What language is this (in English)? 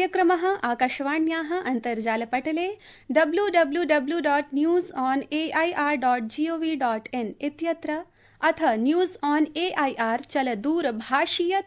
Sanskrit